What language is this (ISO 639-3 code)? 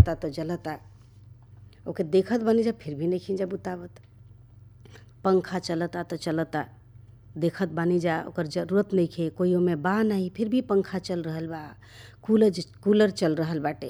bho